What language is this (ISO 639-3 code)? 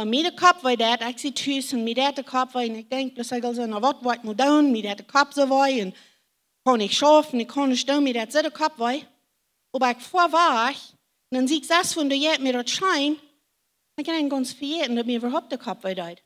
pdt